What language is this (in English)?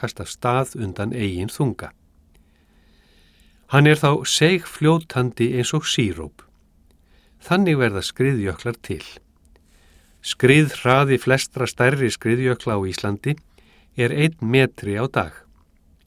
Icelandic